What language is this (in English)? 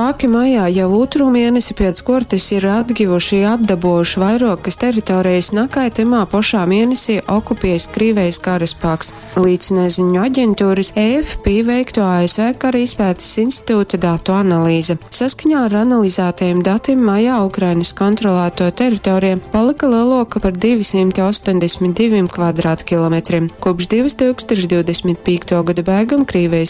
Latgalian